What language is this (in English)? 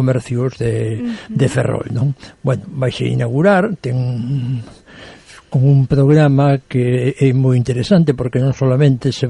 Galician